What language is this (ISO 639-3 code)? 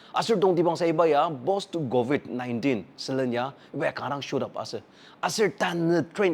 njo